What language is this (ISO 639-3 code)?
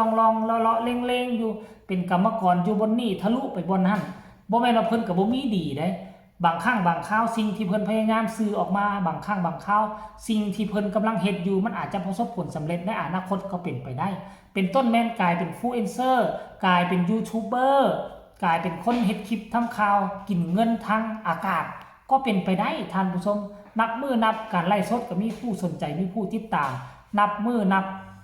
tts